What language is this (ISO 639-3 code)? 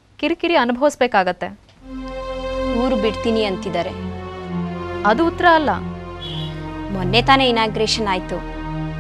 kan